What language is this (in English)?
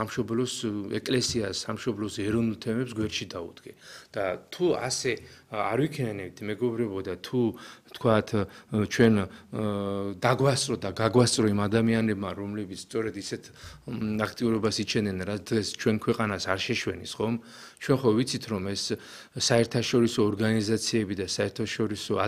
Georgian